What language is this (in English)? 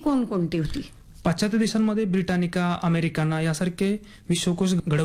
Marathi